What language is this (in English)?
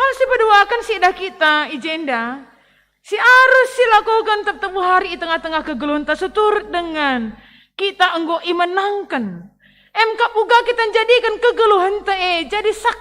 Batak Karo